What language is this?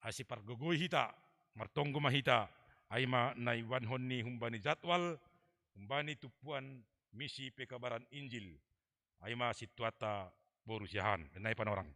Batak Simalungun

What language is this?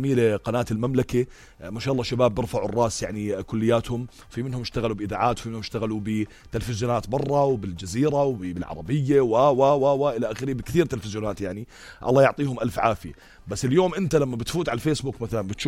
North Levantine Arabic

